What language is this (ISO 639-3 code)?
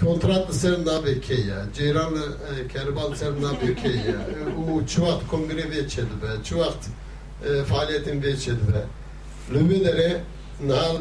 kur